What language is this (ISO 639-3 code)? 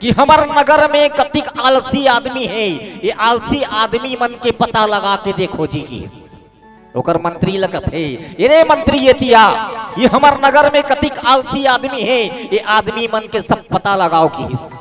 hne